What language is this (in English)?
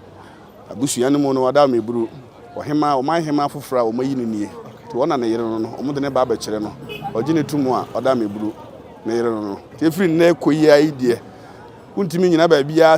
Akan